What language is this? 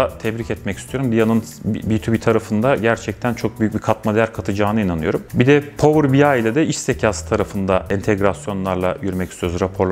Turkish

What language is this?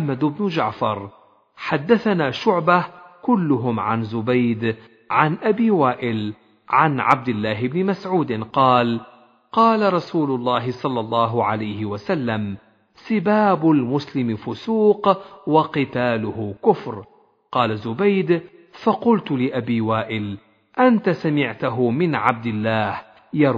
Arabic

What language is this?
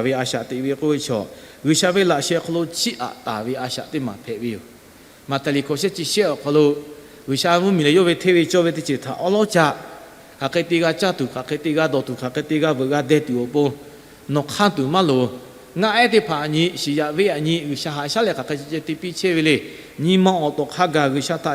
Lahu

